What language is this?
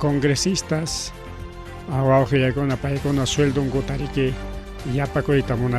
Ayacucho Quechua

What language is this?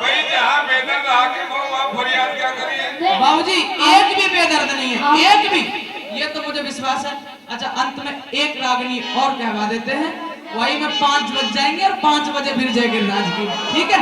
Haryanvi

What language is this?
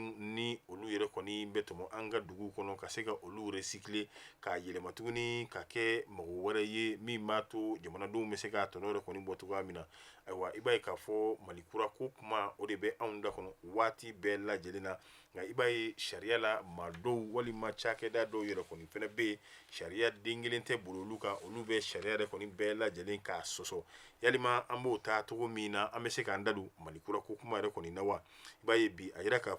Bambara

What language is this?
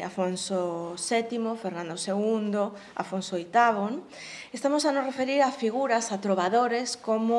Galician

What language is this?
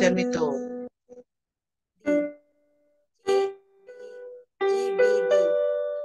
Filipino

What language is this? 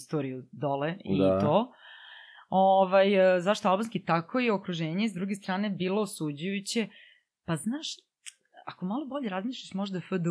Serbian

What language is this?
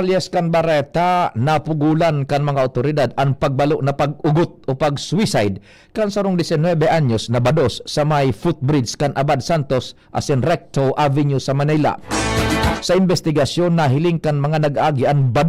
Bikol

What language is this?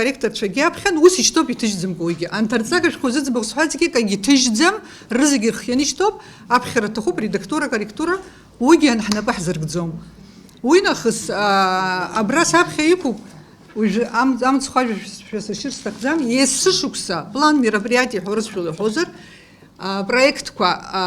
Abkhazian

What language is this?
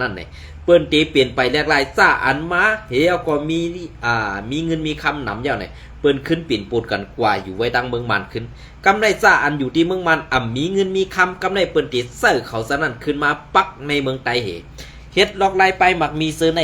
Shan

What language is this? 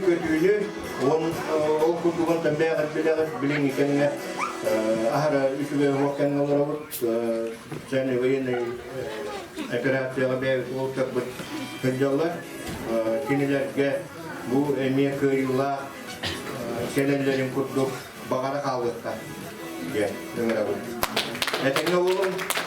Yakut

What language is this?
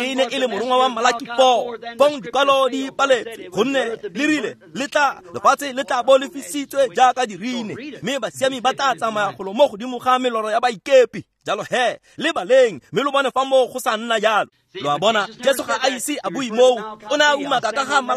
Tswana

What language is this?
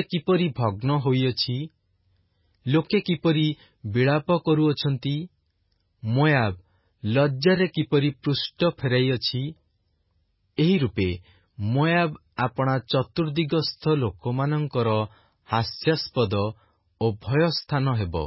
Odia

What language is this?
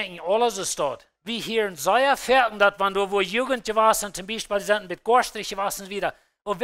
Plautdietsch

